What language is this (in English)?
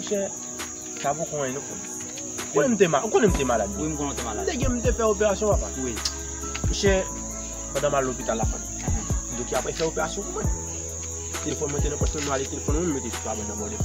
Haitian Creole